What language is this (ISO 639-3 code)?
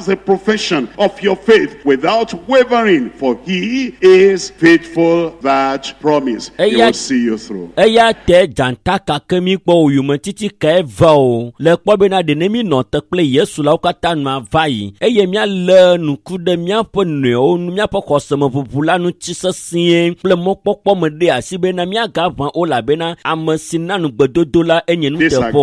ewe